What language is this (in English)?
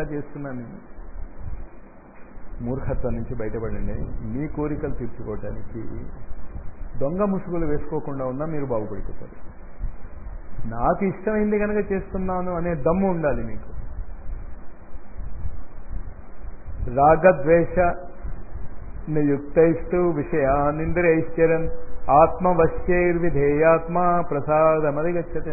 Telugu